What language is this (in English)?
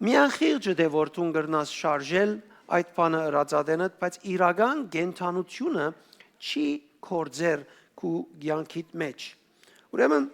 Western Armenian